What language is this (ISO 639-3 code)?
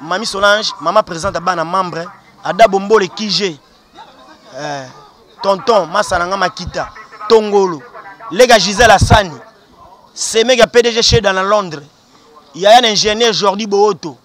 lin